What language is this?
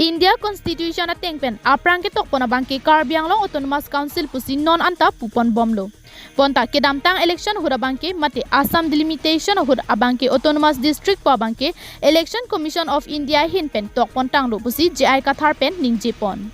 Karbi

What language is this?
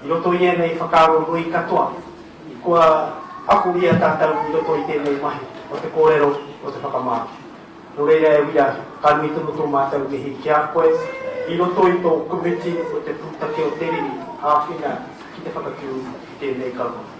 Māori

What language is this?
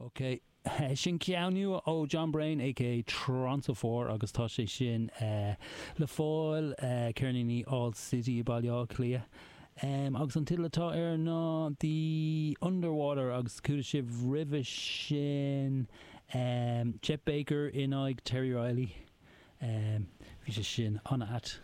Irish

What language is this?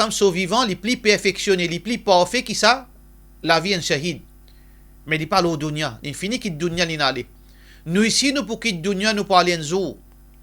Morisyen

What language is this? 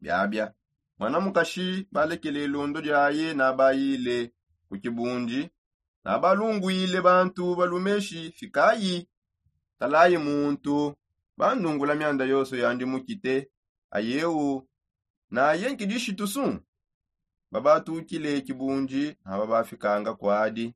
Songe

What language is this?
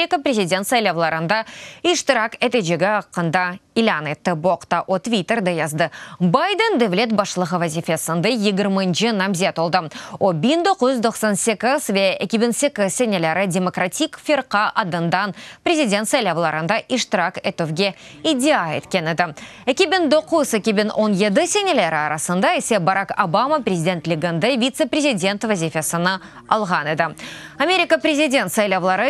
Crimean Tatar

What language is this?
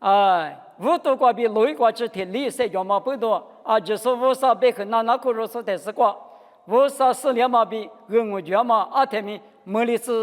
Lisu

